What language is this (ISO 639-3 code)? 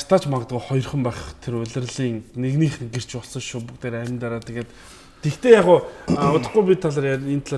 mon